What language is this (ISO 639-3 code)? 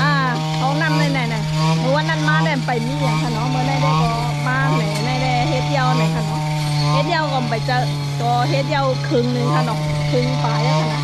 shn